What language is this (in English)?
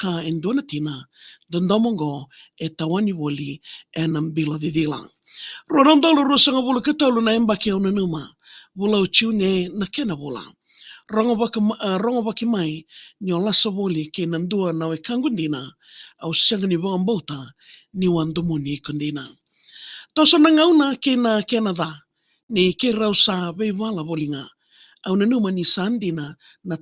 Fijian